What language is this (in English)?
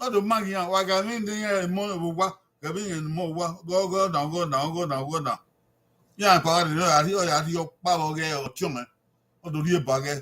Bini